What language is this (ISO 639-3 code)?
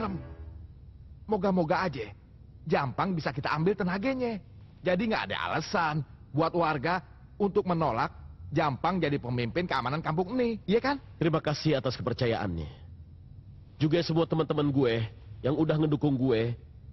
ind